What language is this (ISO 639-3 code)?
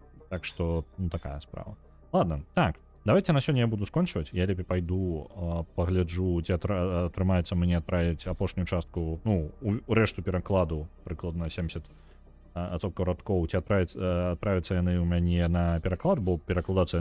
bel